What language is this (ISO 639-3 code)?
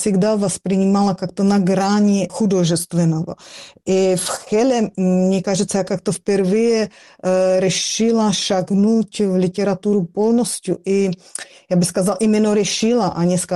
rus